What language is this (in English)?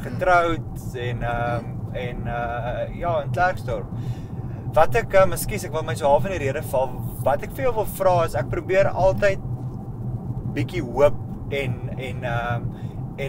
Afrikaans